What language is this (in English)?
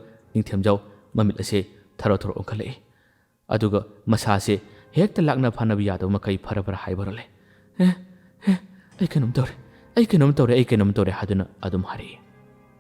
Manipuri